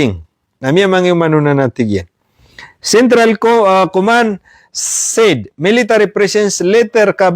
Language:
Maranao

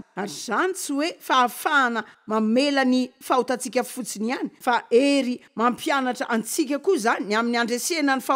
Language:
Malagasy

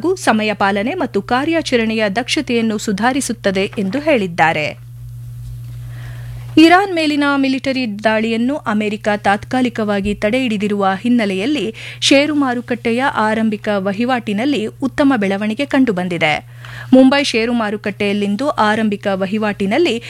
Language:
Kannada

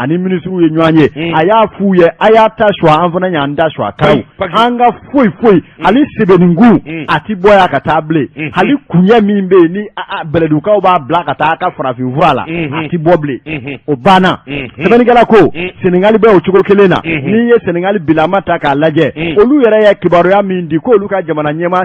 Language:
Bambara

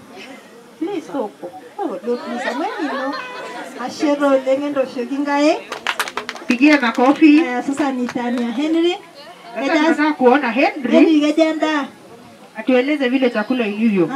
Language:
Swahili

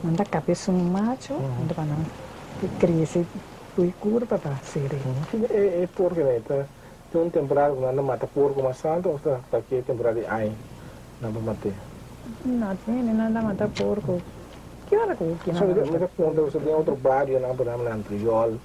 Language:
Papiamento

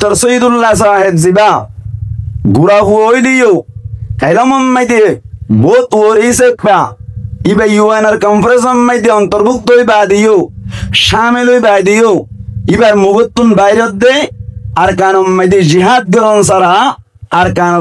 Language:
Rohingya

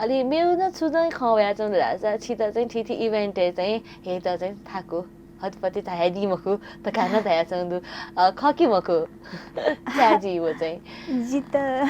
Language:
Newari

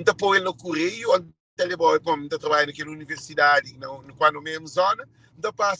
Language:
Kabuverdianu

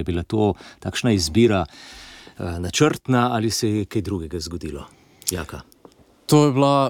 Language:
Slovenian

